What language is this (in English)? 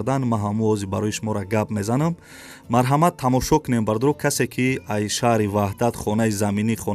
Tajik